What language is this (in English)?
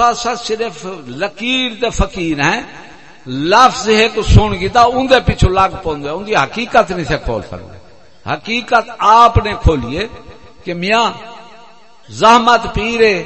Saraiki